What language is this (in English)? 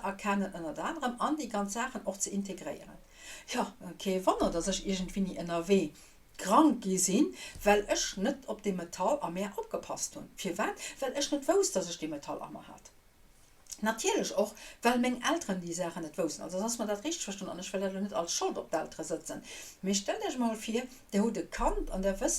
Luxembourgish